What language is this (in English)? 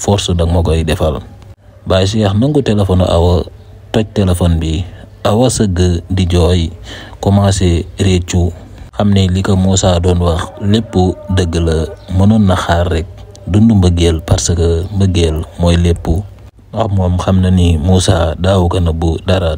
Wolof